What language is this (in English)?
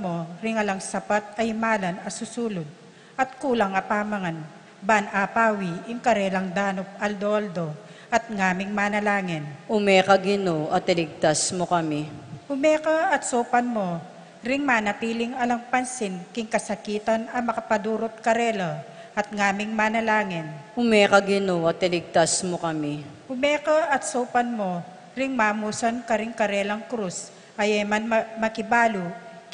Pampanga